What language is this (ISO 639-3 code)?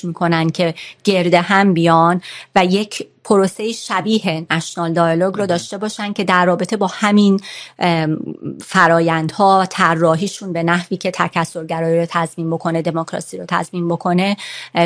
fas